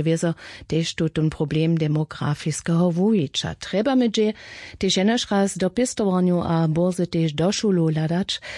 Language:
Upper Sorbian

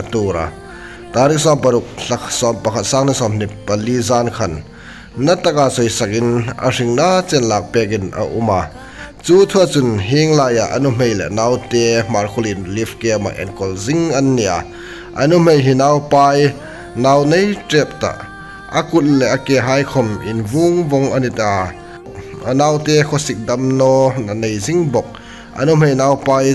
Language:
Hmar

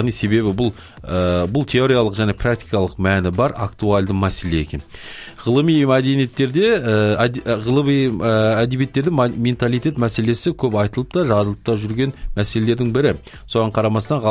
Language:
Kazakh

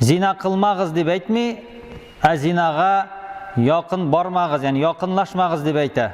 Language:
Tatar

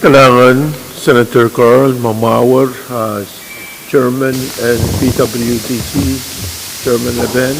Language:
Pohnpeian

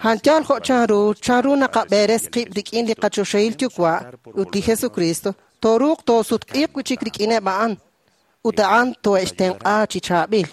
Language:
Kekchí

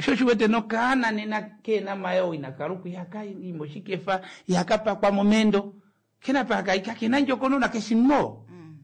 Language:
Kuanyama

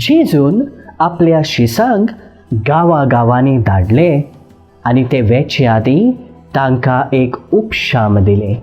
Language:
Konkani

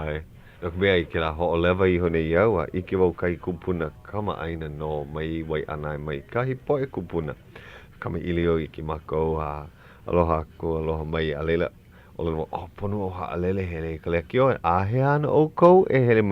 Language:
Hawaiian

